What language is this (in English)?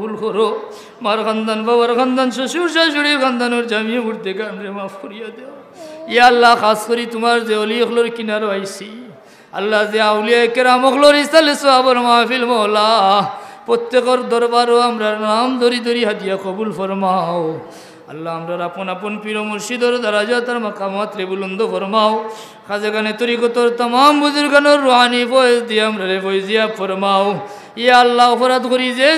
Sylheti